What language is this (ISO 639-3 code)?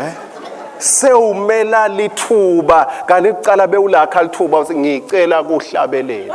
ssw